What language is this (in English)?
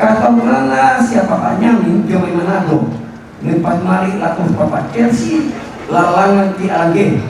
Toraja-Sa'dan